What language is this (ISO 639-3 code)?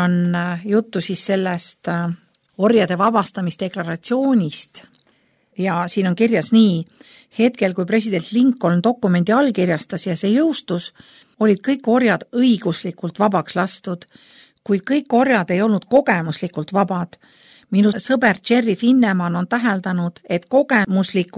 est